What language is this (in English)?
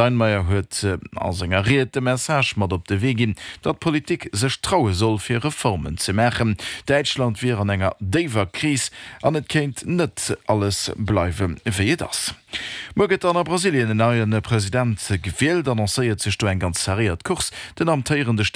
Luxembourgish